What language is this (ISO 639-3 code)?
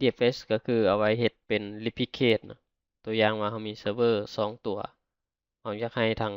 lao